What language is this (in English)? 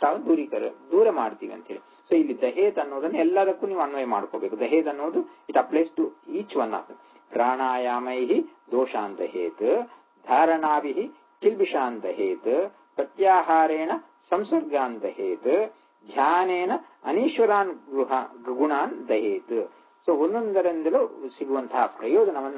Kannada